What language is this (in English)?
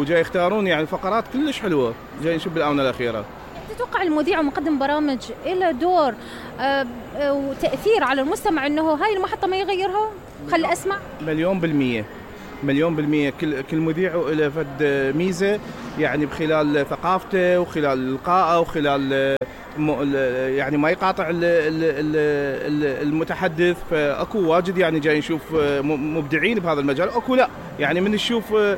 Mesopotamian Arabic